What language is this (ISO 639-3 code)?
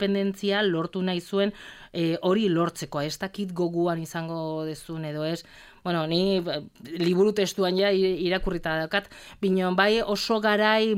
eus